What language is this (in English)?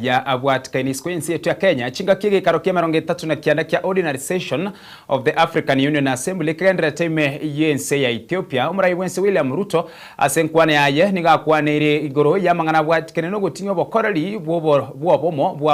Gusii